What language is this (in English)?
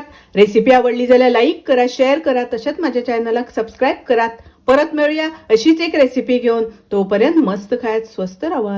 Konkani